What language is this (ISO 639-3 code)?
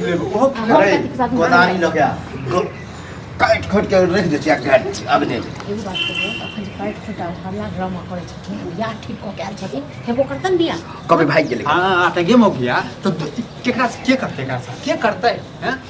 mai